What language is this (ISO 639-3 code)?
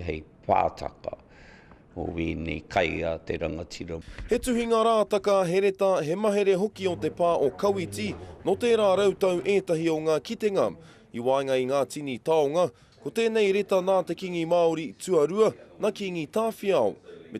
mri